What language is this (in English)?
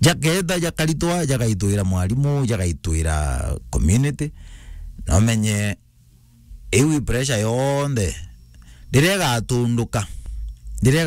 Meru